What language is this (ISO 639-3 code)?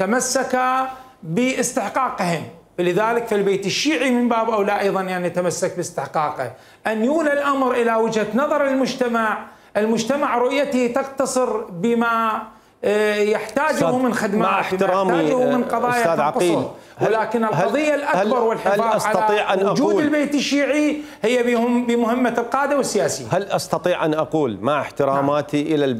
acm